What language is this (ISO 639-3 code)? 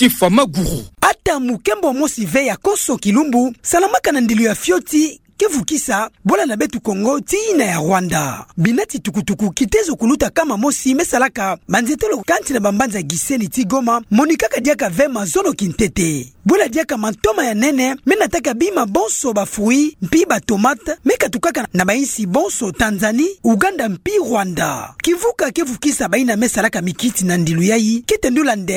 ktu